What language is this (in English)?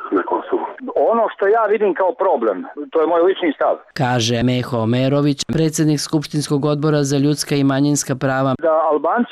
Serbian